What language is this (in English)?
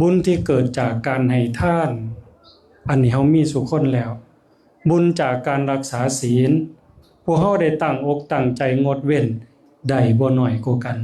Northeastern Thai